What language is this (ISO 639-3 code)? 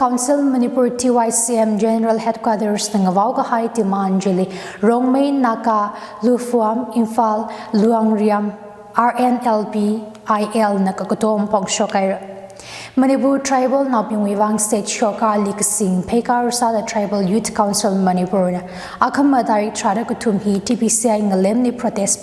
nmf